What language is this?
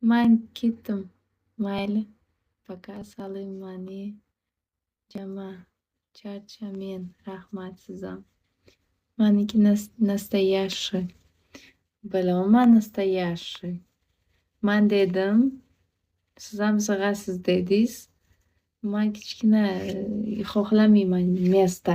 Uzbek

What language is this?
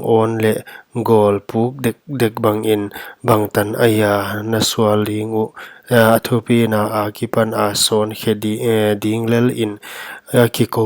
Paite Chin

